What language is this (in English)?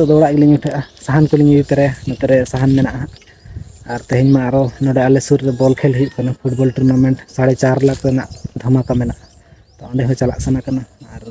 Santali